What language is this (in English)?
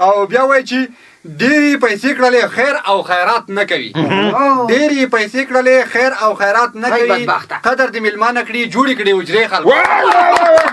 Pashto